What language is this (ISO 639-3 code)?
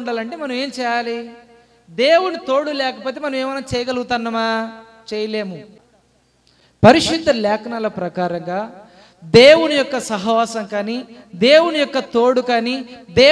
tel